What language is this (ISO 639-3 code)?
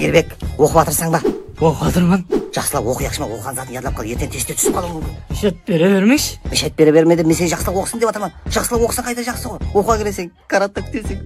kaa